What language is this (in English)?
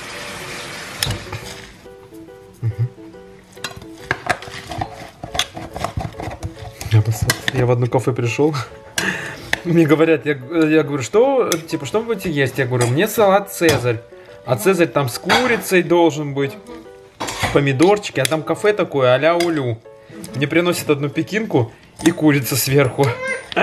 Russian